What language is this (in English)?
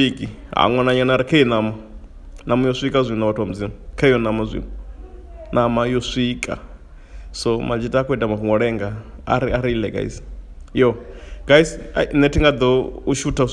Venda